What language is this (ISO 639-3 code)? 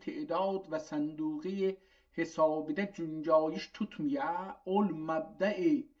azb